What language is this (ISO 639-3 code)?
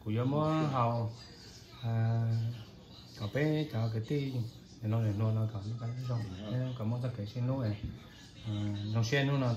vie